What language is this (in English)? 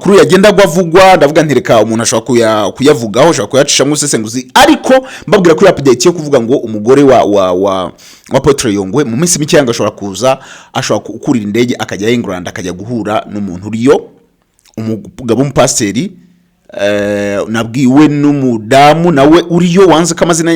Kinyarwanda